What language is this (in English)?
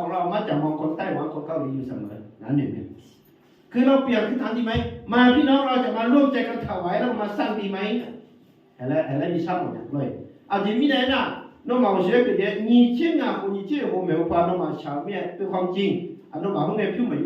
Akha